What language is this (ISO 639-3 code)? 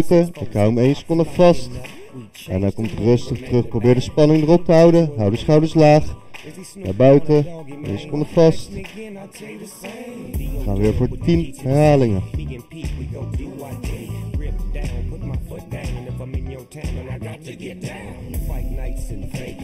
nld